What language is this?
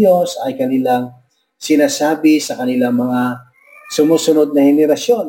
Filipino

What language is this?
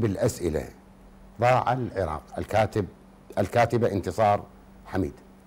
Arabic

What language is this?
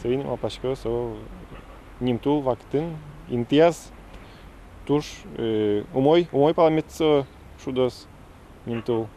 Udmurt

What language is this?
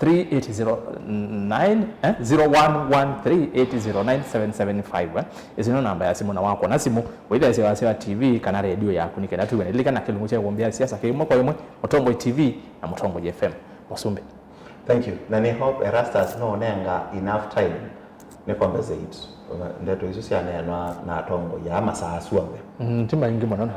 Kamba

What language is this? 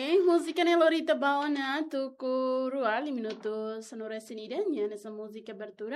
Tetum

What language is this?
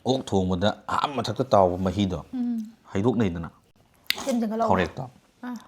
Manipuri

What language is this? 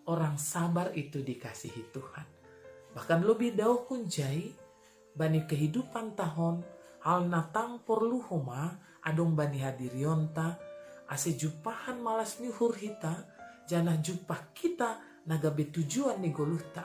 Batak Simalungun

